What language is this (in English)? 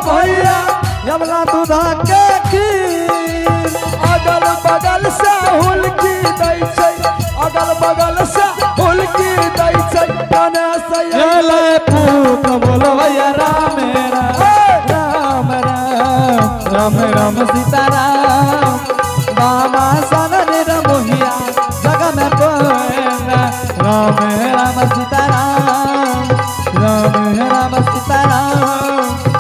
Angika